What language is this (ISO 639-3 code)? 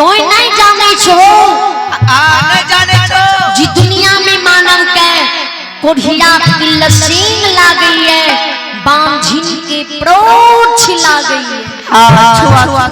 mai